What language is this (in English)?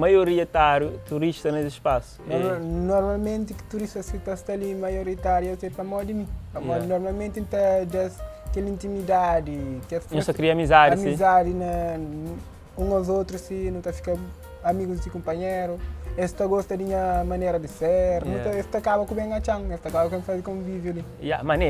Kabuverdianu